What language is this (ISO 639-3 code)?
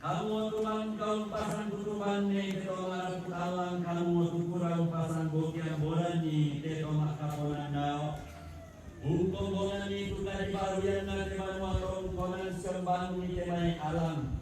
sda